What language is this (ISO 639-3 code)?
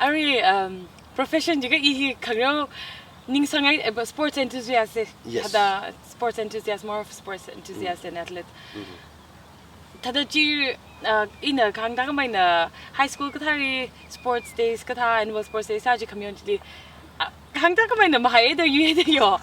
nmf